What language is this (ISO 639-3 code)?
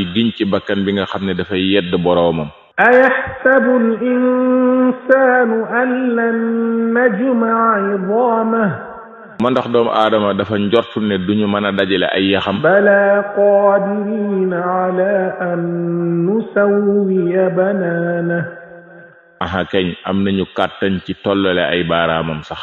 wol